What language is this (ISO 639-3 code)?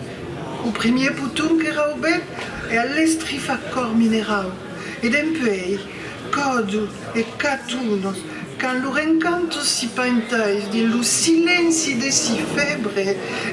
oci